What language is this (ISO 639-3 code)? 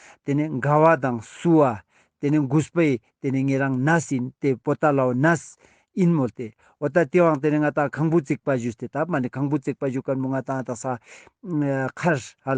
lbj